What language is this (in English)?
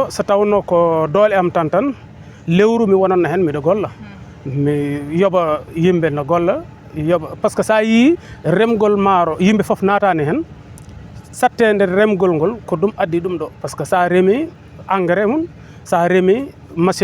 Fula